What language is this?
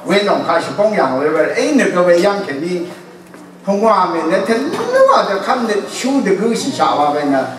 Rawang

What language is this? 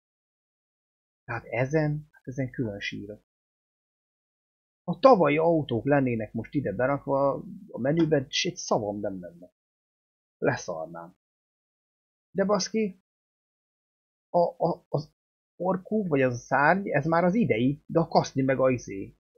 Hungarian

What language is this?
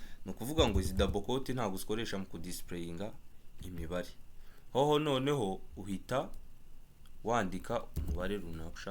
Kinyarwanda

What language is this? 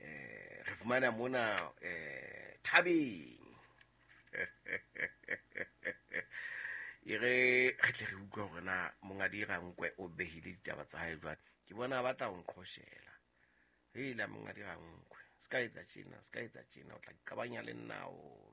Southern Sotho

